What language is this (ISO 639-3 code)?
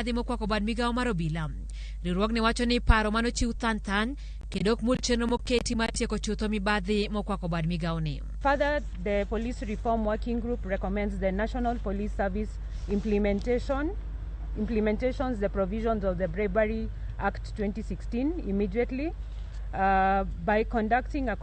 luo